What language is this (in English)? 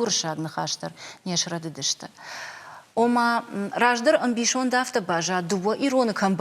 Ossetic